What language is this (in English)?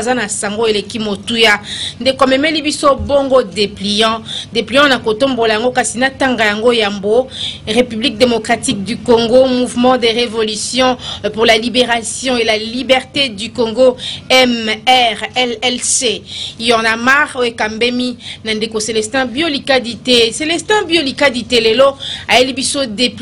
Lingala